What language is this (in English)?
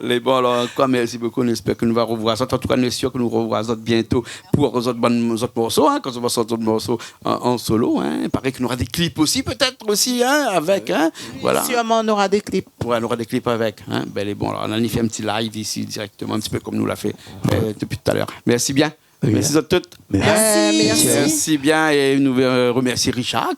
Réunion Creole French